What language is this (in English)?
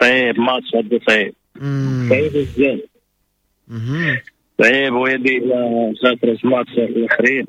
Moroccan Arabic